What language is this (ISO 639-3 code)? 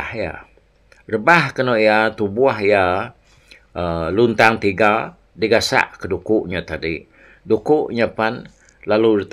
iba